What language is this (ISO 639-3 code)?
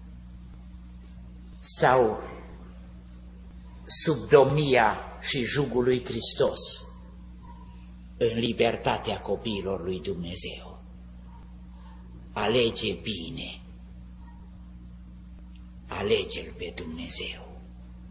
ron